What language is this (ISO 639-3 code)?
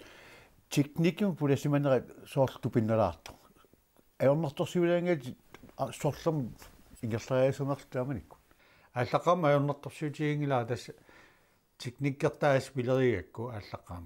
kal